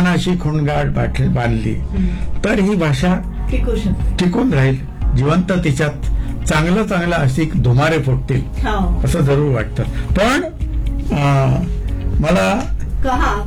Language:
Marathi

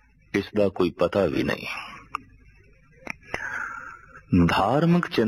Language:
Punjabi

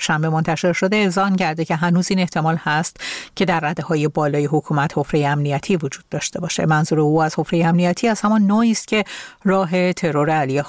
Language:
Persian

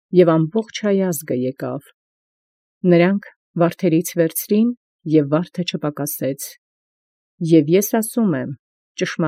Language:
Armenian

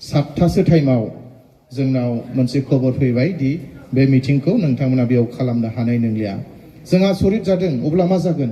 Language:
Bodo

